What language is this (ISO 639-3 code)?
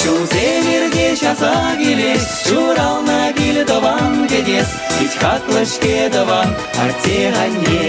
chv